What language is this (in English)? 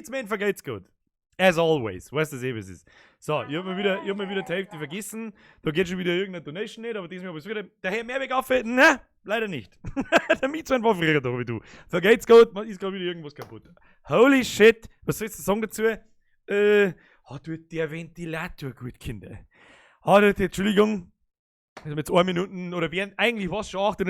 Bavarian